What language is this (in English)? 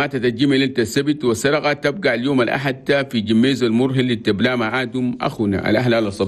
Chadian Arabic